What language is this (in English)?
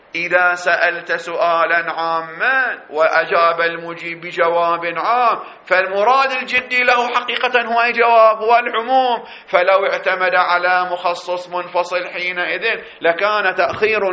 Arabic